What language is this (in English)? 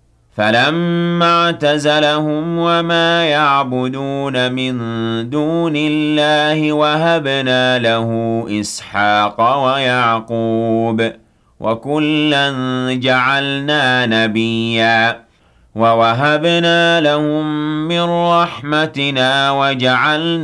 Arabic